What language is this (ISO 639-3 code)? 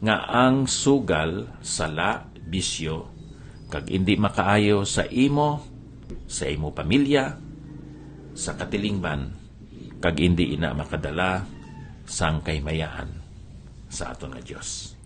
hil